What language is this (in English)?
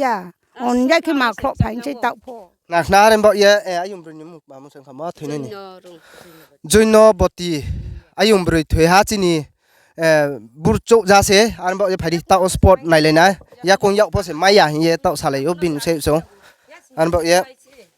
Riang (India)